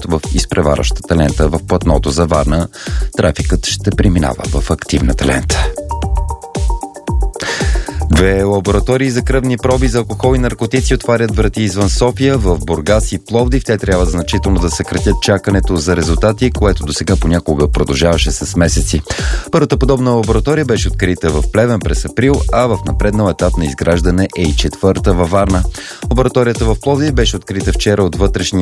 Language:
Bulgarian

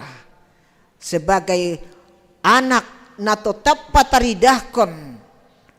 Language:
Batak Simalungun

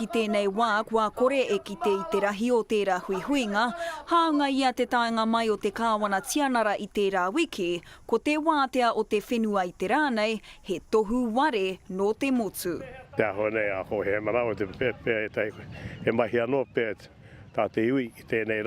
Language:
Māori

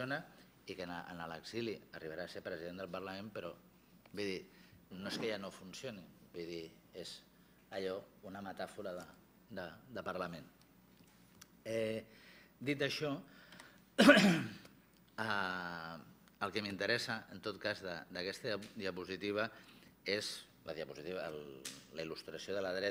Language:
Catalan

